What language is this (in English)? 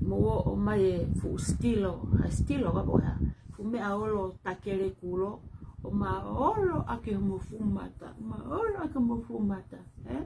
Tongan